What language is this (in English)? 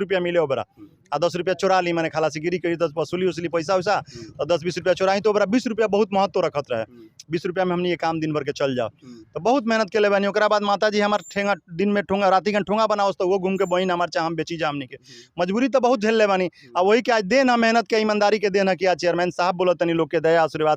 Bhojpuri